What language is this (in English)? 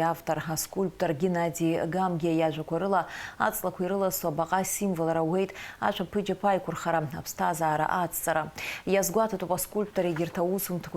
Abkhazian